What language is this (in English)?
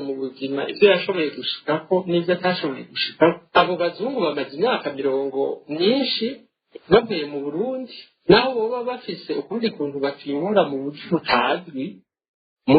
Rundi